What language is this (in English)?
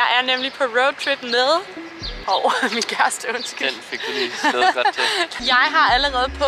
Danish